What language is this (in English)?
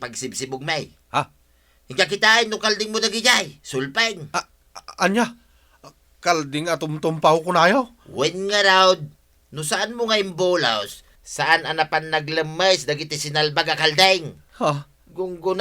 Iloko